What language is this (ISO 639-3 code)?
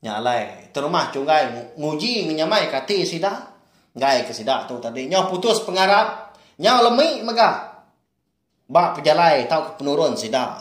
iba